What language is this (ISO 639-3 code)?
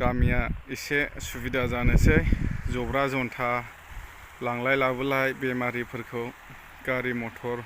brx